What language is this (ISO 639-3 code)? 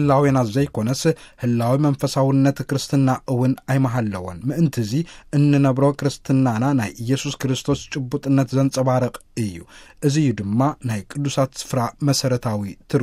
tir